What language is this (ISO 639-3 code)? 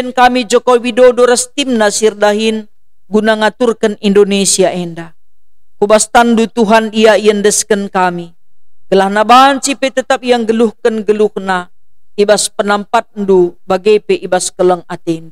btx